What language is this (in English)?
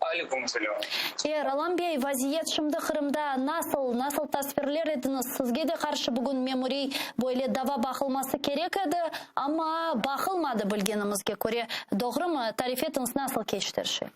Crimean Tatar